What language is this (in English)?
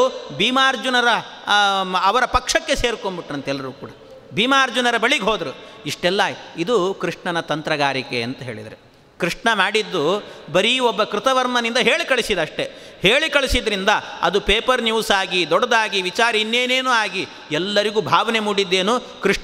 Kannada